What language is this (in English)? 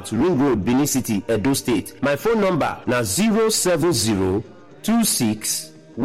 Nigerian Pidgin